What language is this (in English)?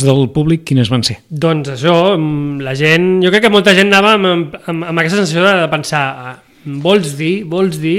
Catalan